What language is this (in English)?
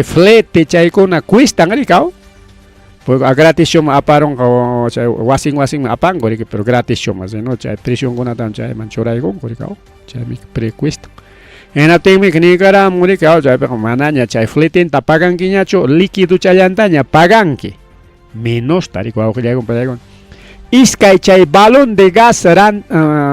Ayacucho Quechua